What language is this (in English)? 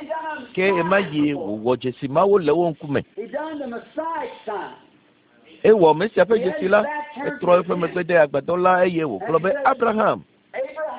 Ewe